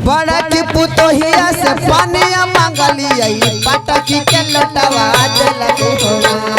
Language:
Magahi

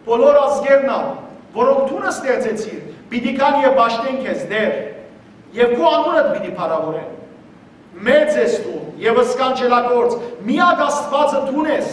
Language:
Western Armenian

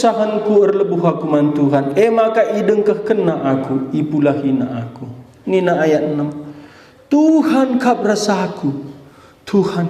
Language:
Batak Karo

